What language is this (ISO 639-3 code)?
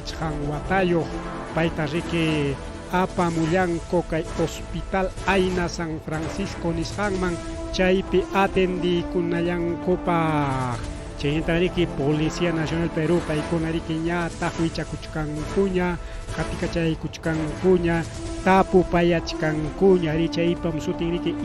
quy